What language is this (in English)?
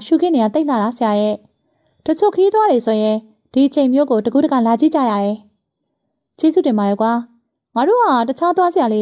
Burmese